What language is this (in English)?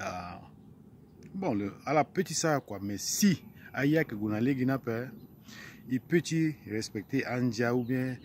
Sango